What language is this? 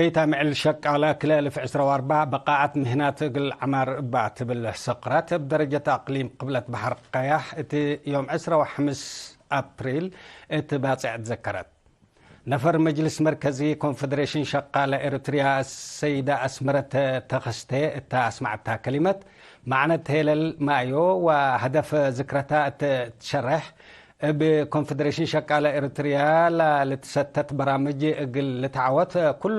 Tigre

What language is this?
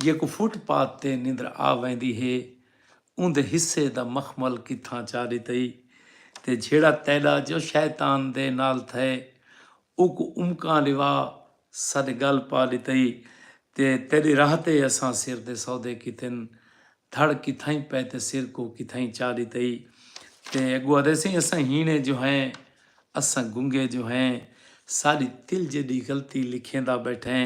Saraiki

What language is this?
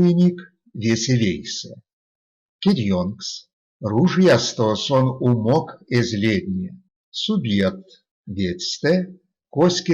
Erzya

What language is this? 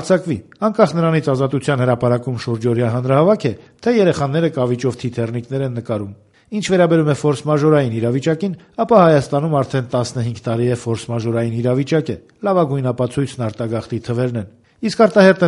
Armenian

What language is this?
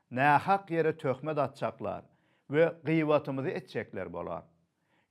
Turkmen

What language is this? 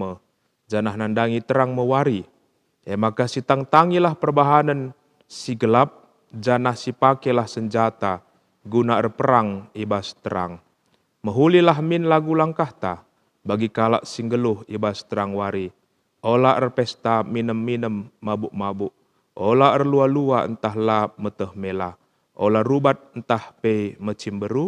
Batak Karo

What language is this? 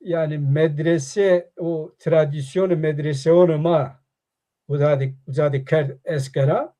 Zaza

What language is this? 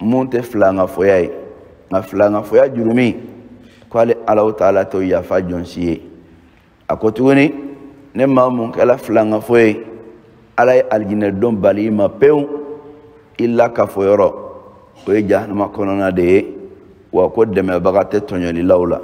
Bambara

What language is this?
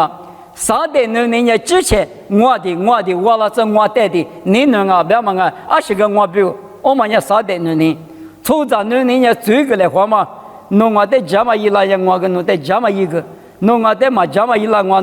Lisu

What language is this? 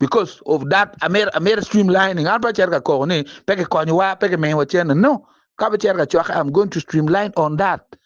Acoli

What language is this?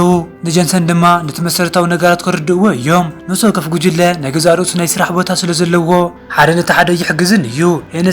Tigrinya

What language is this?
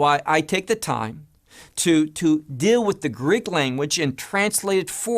English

